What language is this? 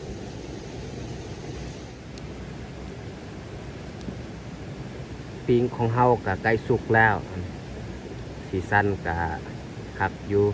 Lao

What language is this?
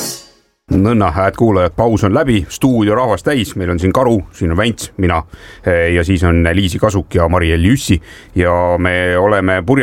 Estonian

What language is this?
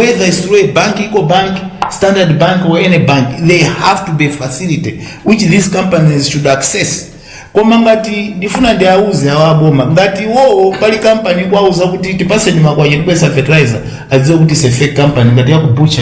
Nyanja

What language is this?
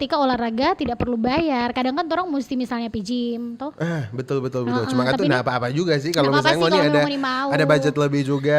Manado Malay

